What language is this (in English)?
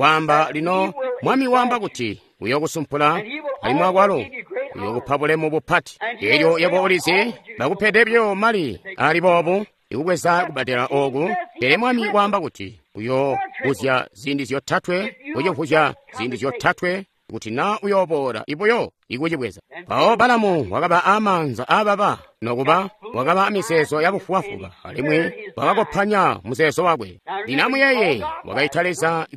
Tonga (Zambia)